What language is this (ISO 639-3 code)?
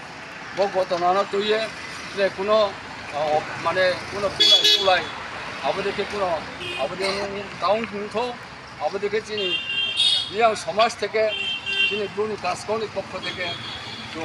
ria